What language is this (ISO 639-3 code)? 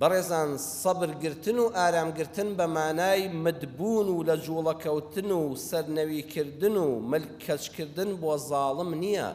ckb